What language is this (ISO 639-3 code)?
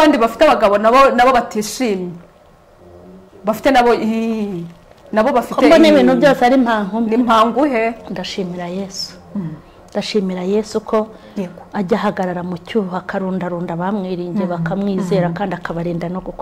kin